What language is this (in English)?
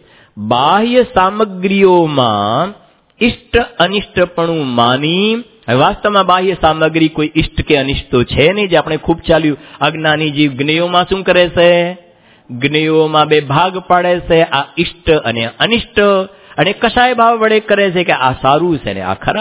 Gujarati